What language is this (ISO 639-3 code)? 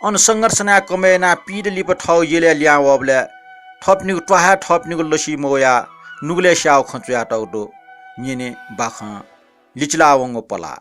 new